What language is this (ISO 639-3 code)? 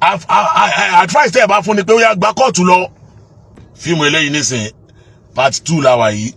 yor